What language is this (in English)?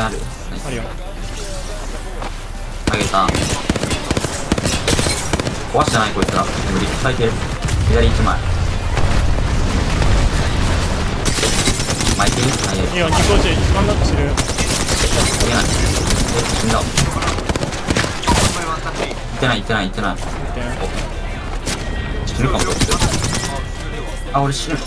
Japanese